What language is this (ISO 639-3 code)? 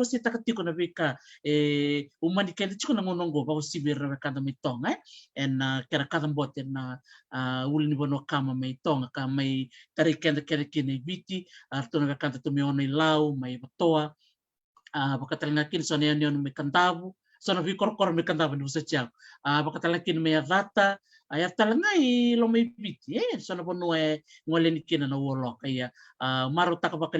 fij